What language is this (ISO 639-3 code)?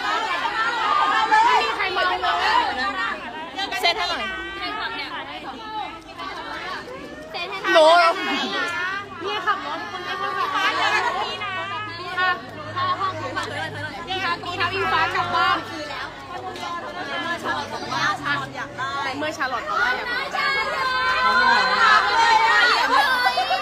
tha